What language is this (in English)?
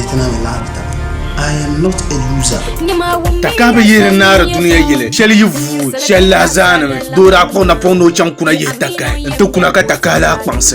Dagbani